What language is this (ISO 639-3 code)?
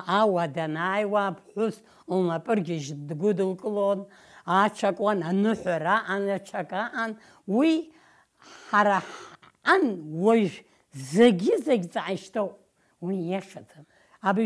abk